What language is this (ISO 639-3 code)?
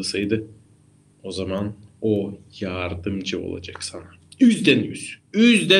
gag